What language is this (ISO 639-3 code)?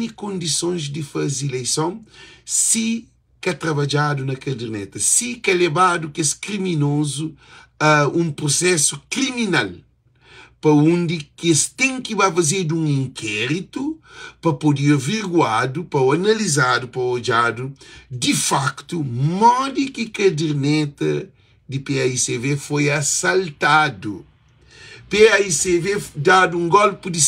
kea